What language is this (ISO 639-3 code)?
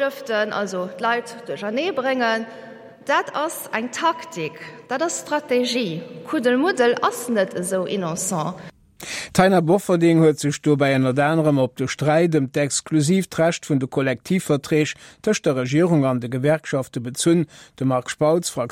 ltz